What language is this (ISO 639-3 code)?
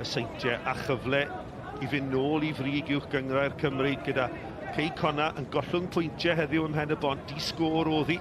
cym